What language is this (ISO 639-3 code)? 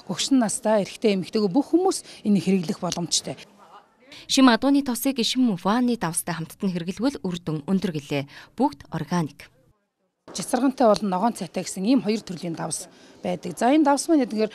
mon